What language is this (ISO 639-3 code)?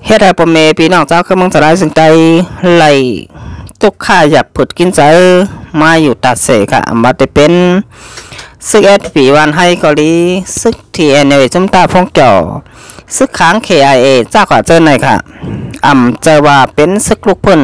shn